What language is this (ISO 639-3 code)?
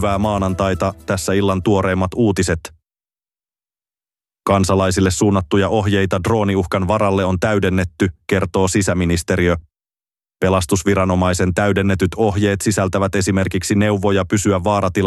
fin